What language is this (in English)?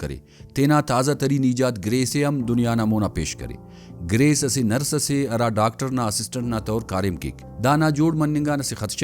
Brahui